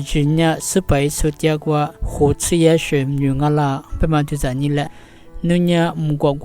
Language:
Lisu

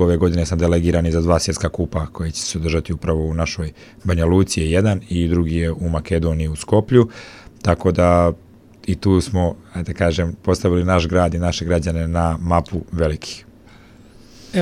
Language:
Bosnian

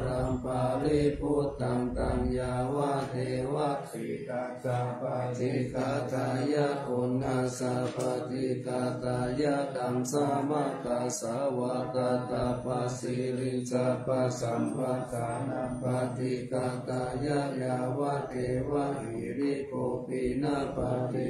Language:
Pali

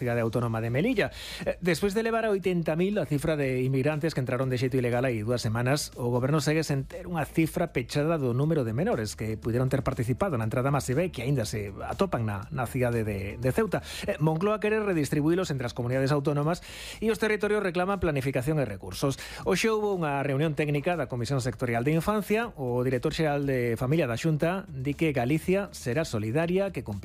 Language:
Galician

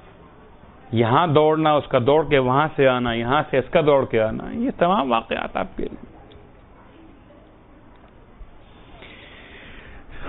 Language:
Urdu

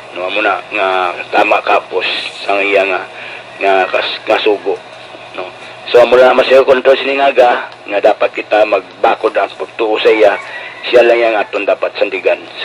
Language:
Hiligaynon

